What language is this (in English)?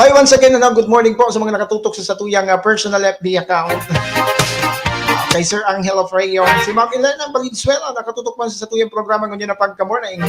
Bikol